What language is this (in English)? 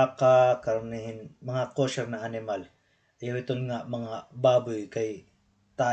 Waray